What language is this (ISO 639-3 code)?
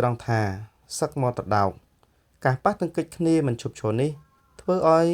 khm